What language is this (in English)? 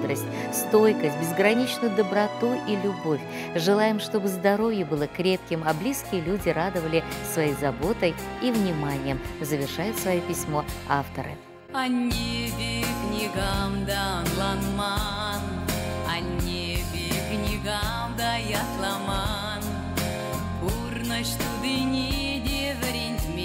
Chuvash